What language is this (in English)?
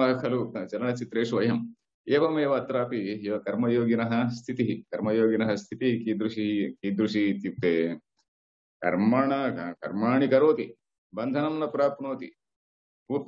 Sanskrit